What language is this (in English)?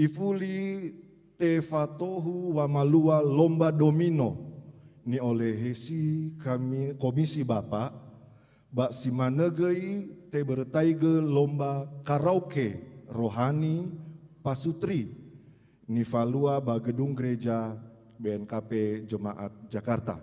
Nias